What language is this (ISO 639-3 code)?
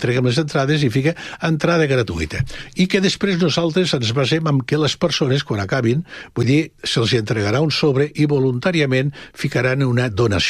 cat